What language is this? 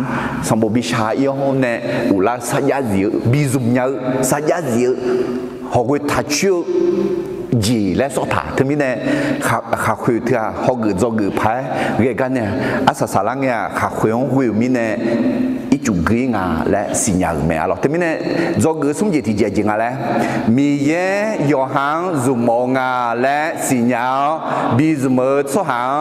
Akha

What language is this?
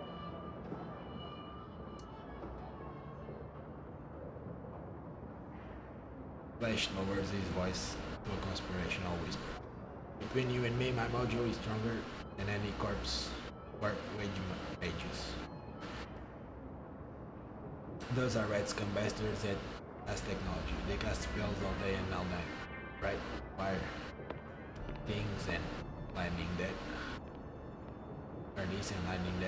English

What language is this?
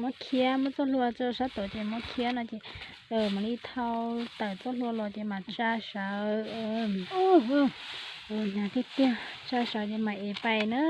Hmong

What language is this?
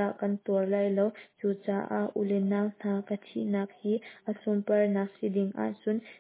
Hakha Chin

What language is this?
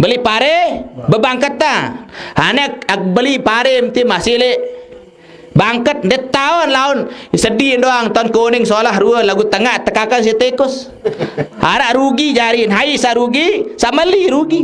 Sasak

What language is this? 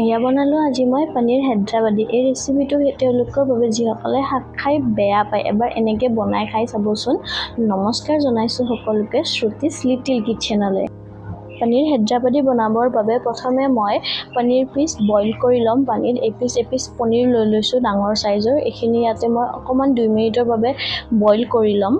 Assamese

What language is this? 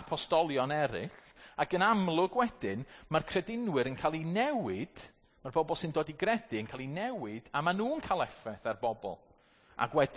Welsh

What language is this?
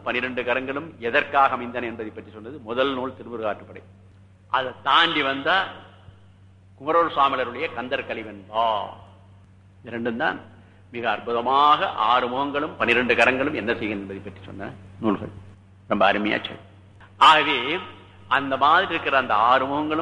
Tamil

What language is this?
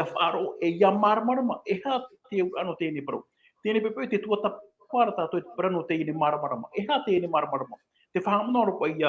Tahitian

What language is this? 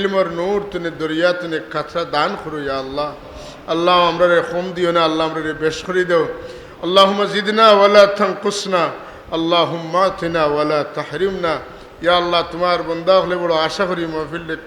Sylheti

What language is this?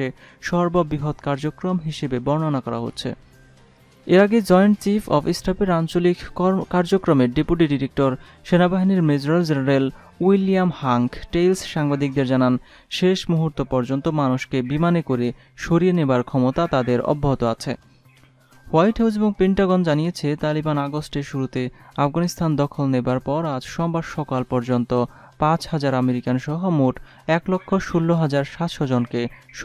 Bangla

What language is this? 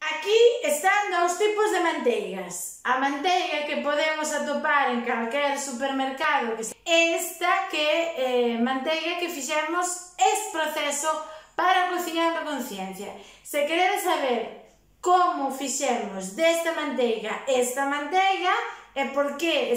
Galician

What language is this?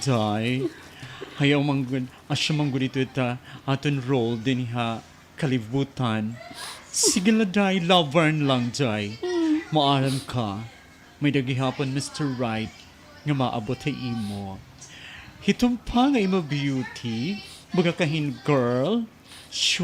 Waray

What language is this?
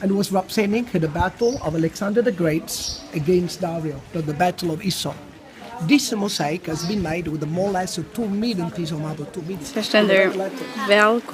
Faroese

